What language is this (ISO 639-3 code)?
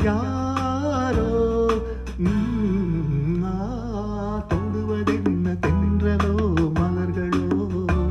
tam